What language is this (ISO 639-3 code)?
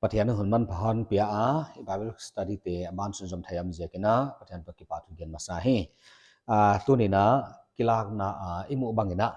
pck